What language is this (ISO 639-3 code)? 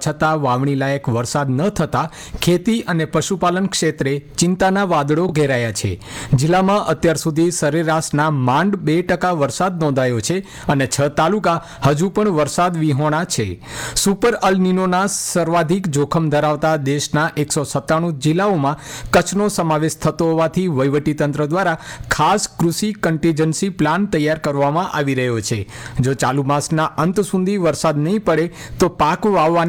guj